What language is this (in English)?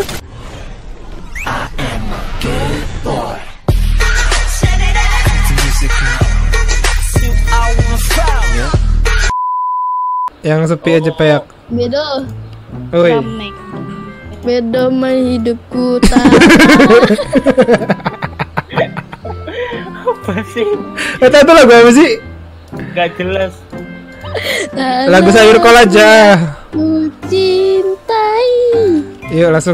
Indonesian